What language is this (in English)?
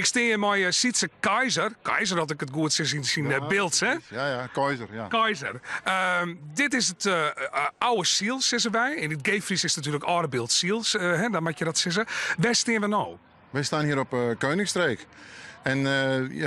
Western Frisian